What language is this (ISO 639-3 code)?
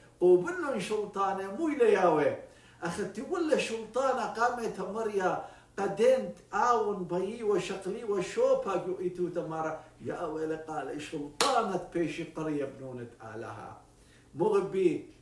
aii